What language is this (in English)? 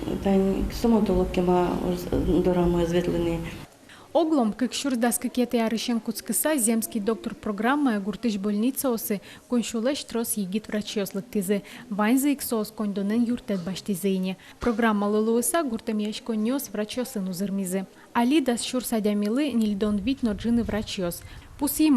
Udmurt